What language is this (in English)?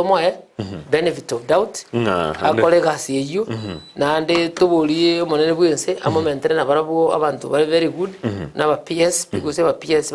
Gusii